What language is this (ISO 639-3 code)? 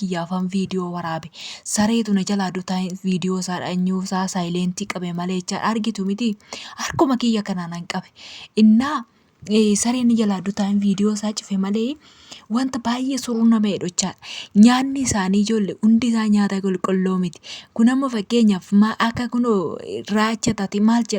orm